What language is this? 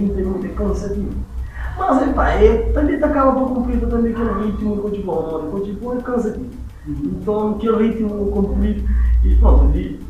Kabuverdianu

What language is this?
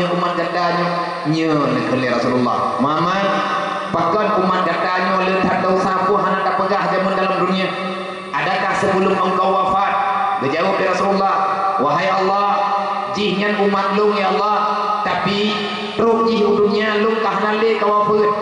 Achinese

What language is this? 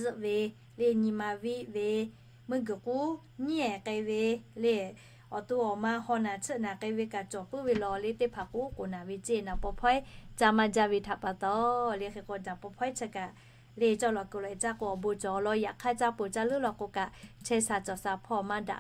Lahu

